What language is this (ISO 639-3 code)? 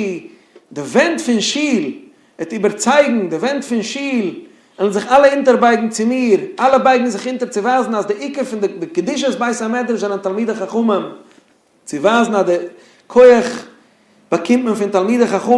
yid